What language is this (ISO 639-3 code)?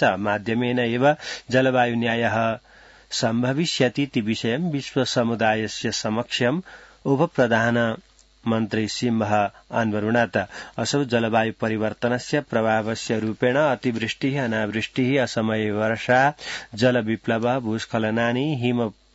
san